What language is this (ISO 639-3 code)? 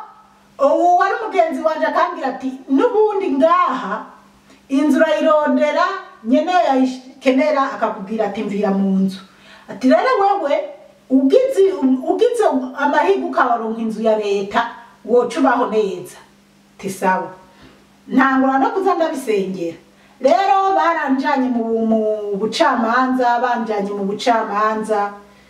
run